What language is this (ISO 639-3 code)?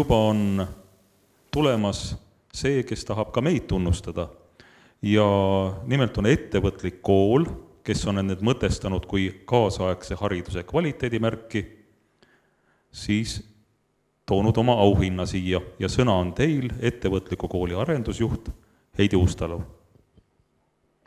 est